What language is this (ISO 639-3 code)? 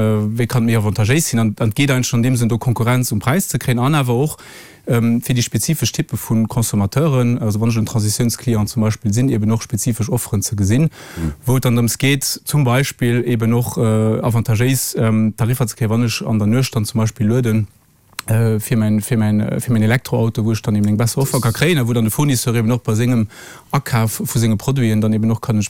ltz